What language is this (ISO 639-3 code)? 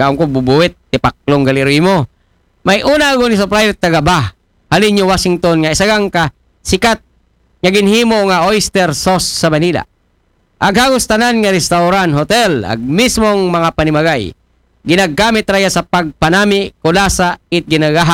akl